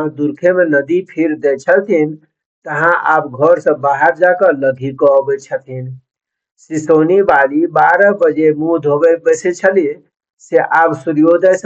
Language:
Maithili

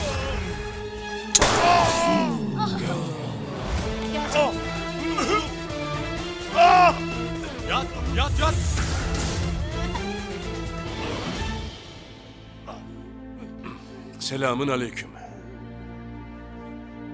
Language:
Turkish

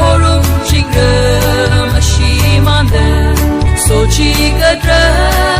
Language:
Tangkhul Naga (India)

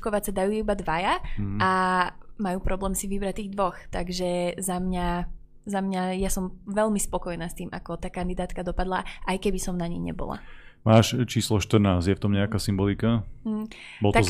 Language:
Slovak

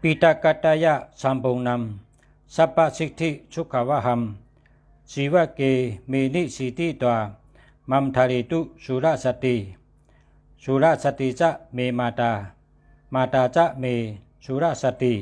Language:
Shan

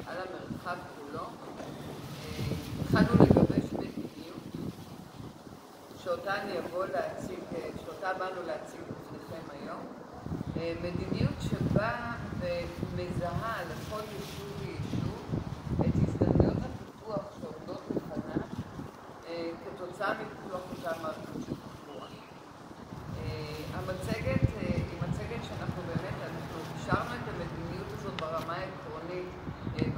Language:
Hebrew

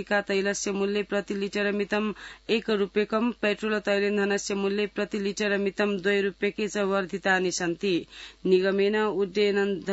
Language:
Sanskrit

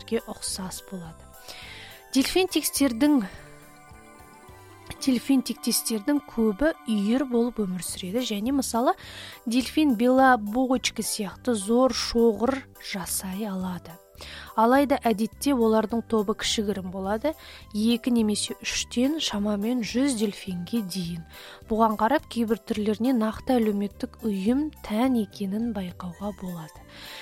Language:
Kazakh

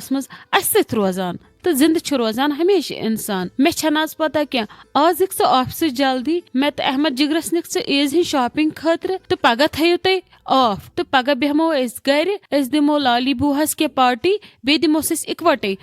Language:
Kashmiri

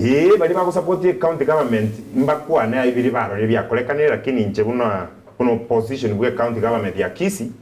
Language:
Gusii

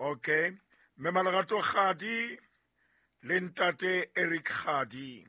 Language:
Southern Sotho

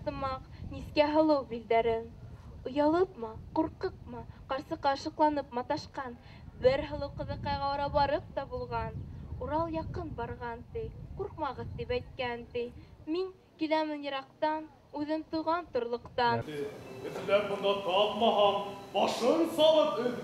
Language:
Bashkir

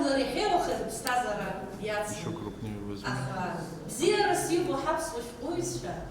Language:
Abkhazian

